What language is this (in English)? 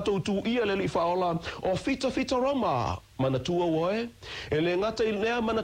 Samoan